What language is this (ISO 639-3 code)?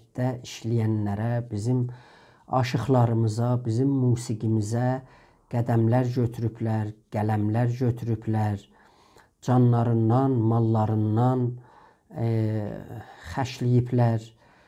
azb